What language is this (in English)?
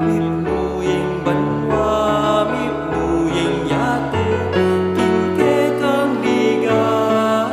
Pampanga